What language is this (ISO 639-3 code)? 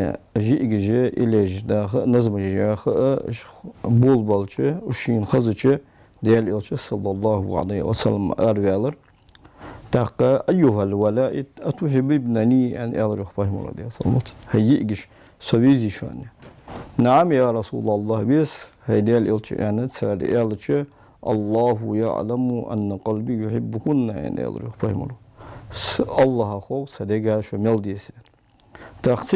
inh